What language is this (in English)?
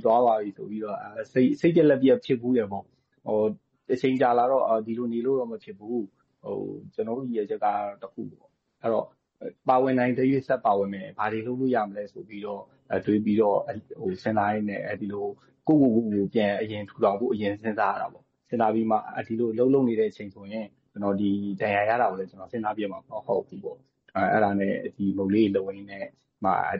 Burmese